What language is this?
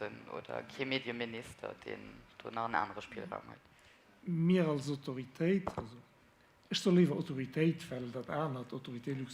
Luxembourgish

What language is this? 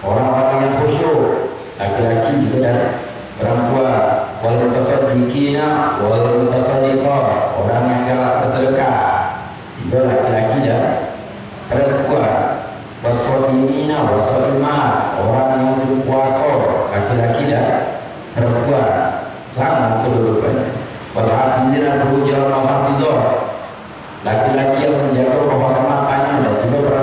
Musi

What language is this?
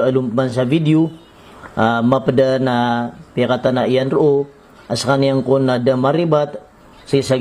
Maranao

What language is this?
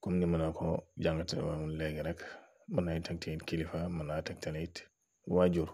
Wolof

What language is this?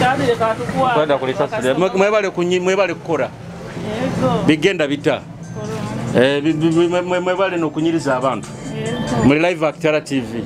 Nyoro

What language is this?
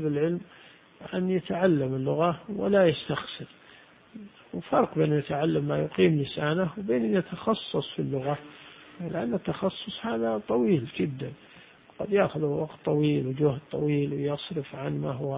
Arabic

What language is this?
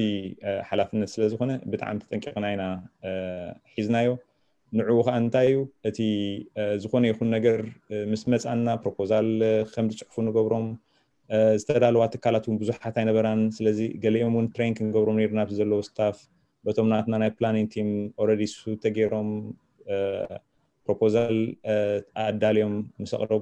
Tigrinya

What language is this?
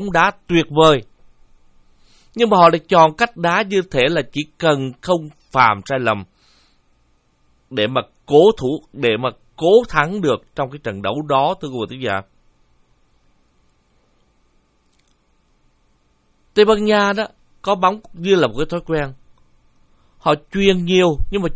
Vietnamese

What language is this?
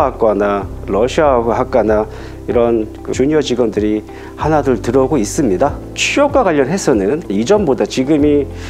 Korean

